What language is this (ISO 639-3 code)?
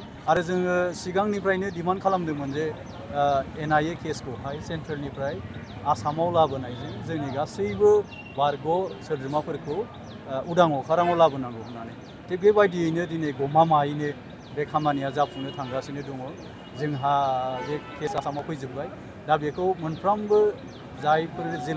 brx